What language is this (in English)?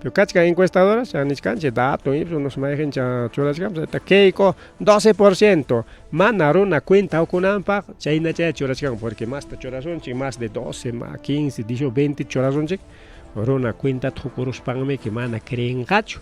Ayacucho Quechua